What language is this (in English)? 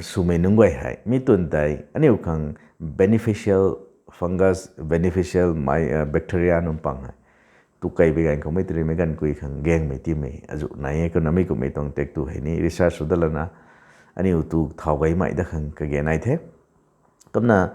Rongmei Naga